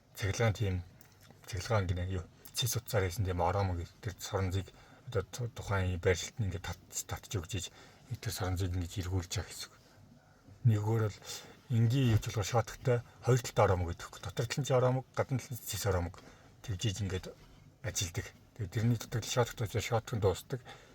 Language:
Mongolian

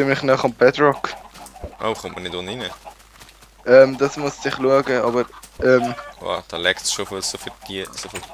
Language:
Swiss German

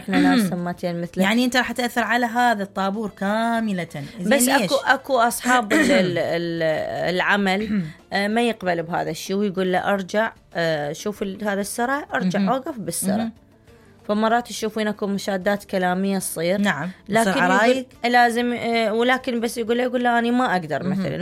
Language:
Mesopotamian Arabic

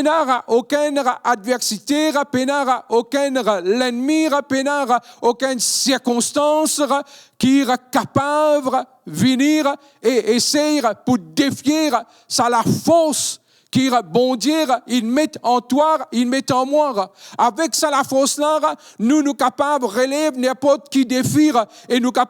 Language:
Morisyen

